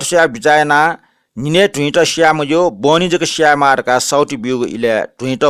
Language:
Newari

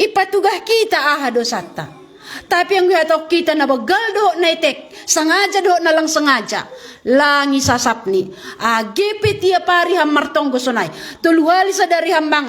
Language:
Batak Simalungun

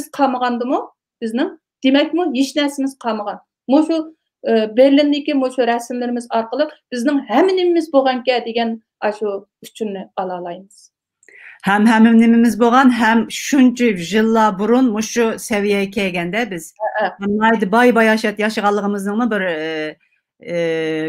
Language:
Uyghur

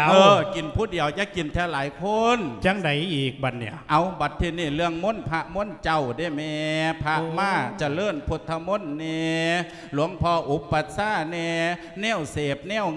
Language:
Lao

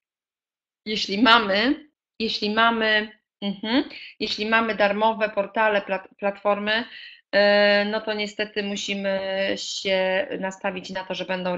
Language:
Polish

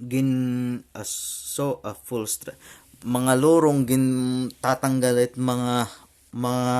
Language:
Waray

